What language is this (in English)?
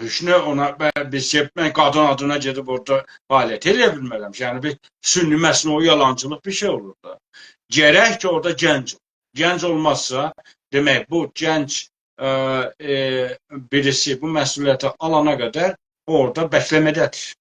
South Azerbaijani